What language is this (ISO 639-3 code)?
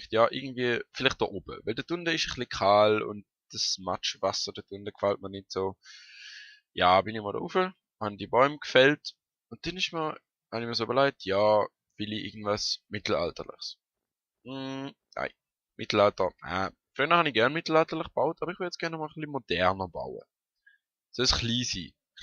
gsw